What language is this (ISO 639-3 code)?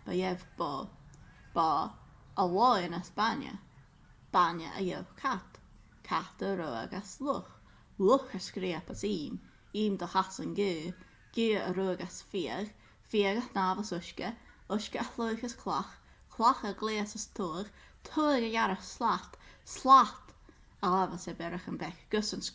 gla